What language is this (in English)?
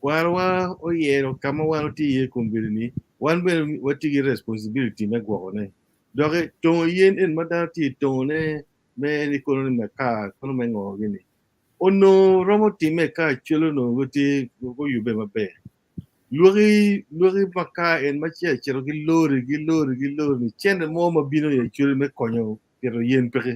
Acoli